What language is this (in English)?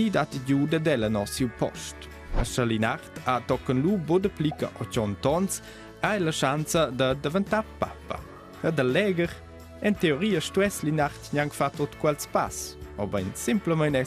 Romansh